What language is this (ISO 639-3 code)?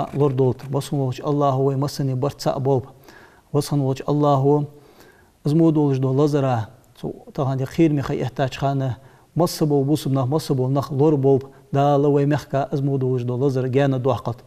inh